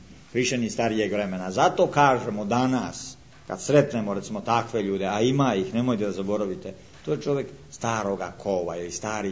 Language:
Serbian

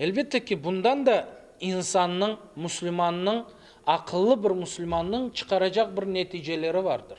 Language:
Crimean Tatar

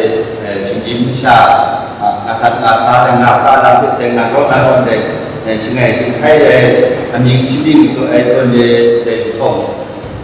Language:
Kachin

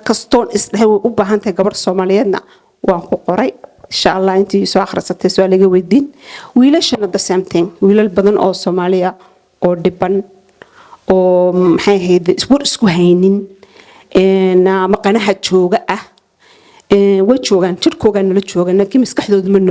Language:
Somali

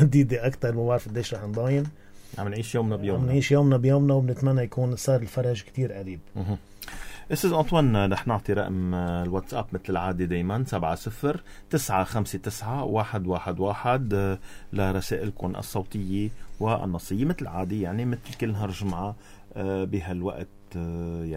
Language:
North Levantine Arabic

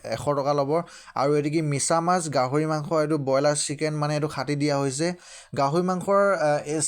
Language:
Assamese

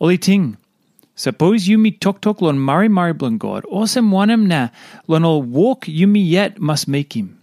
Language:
Tok Pisin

